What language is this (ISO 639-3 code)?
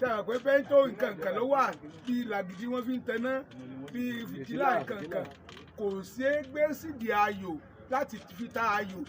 yor